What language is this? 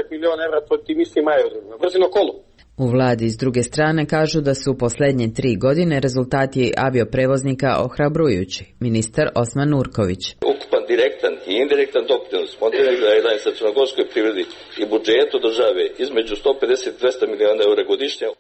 Serbian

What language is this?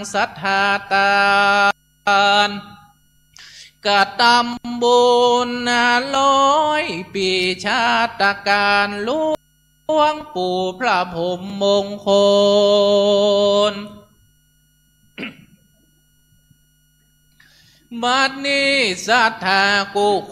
Thai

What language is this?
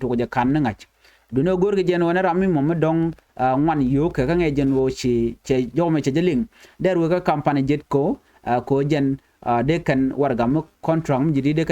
Nuer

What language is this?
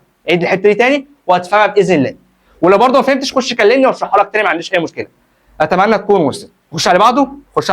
Egyptian Arabic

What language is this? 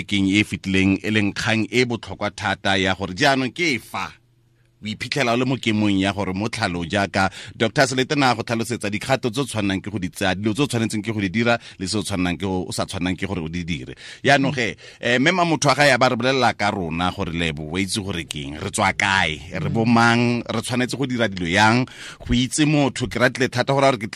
Tswana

